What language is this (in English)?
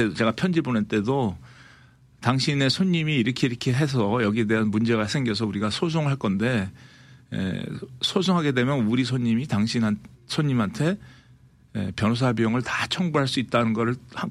Korean